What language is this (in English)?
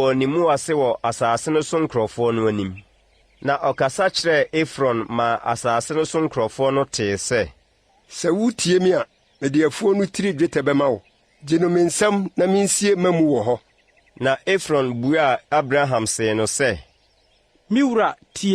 Akan